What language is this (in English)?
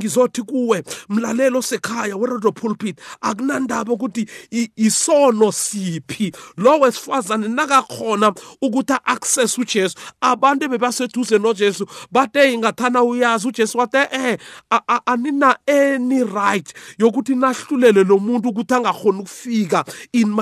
South Ndebele